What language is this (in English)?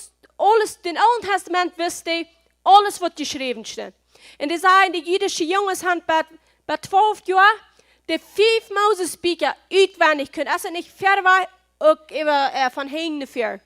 Plautdietsch